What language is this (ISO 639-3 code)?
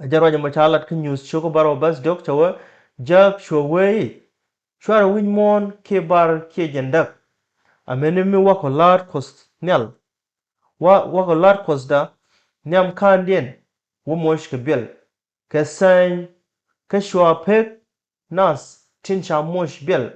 nus